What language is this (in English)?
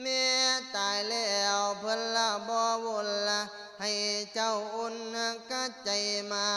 Lao